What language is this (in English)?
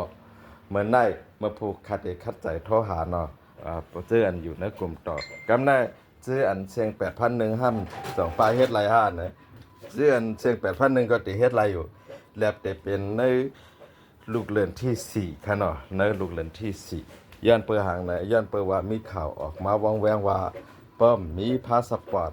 Shan